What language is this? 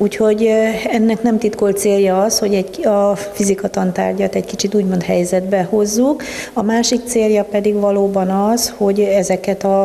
Hungarian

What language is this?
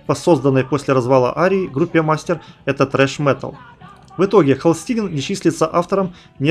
Russian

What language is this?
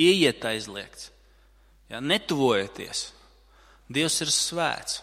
Latvian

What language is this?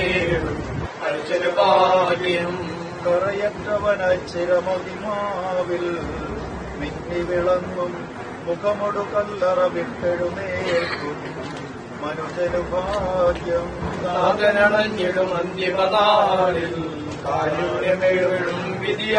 Malayalam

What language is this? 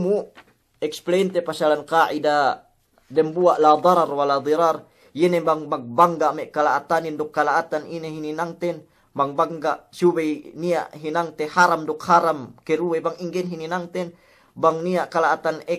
Yakan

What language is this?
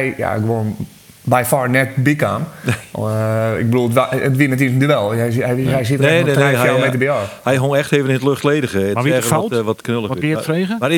Western Frisian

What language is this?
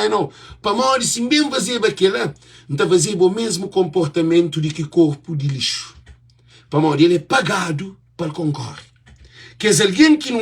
Kabuverdianu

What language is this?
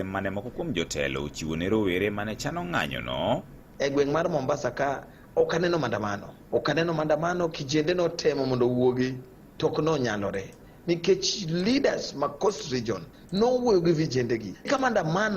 Luo (Kenya and Tanzania)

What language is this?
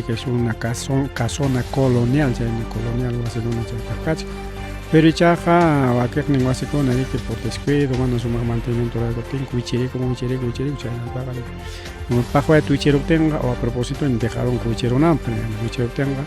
Ayacucho Quechua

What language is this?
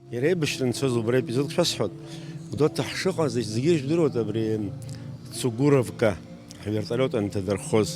Abkhazian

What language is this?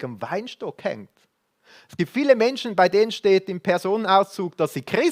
Swiss German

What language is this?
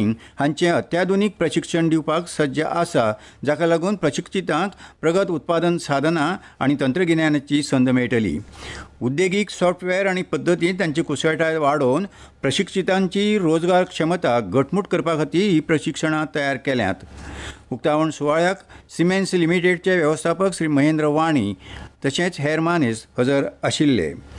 Konkani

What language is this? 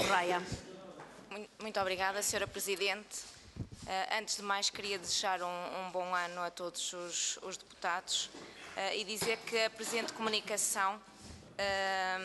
Portuguese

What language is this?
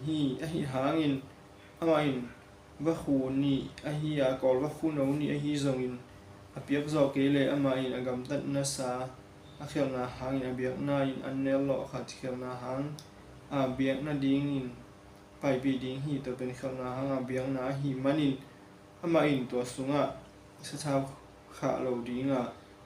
Tedim Chin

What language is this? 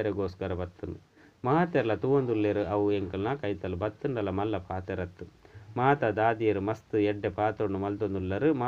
Tulu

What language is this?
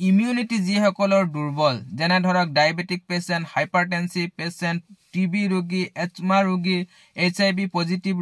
Assamese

